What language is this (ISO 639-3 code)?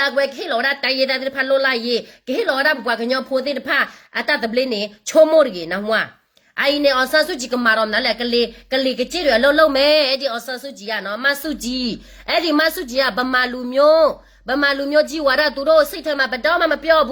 ksw